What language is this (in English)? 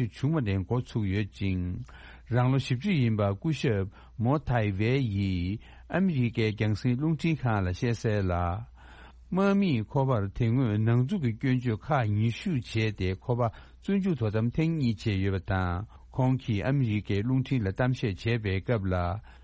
Tibetan